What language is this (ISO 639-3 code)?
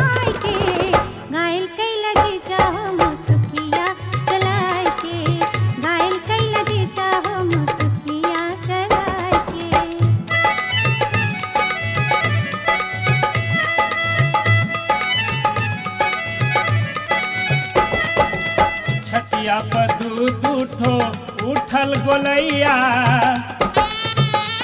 bho